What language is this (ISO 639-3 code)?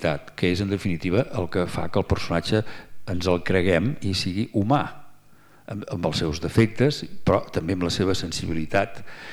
cat